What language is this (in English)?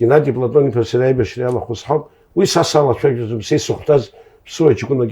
Abkhazian